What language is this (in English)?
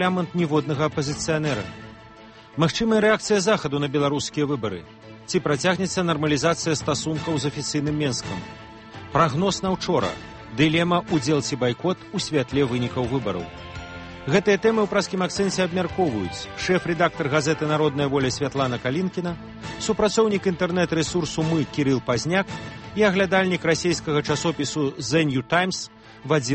Belarusian